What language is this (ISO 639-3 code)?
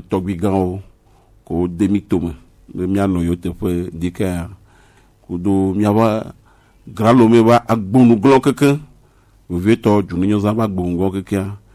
gej